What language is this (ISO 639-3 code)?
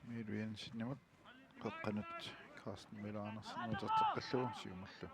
kal